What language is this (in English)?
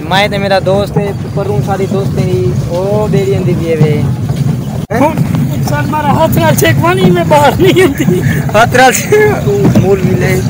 Saraiki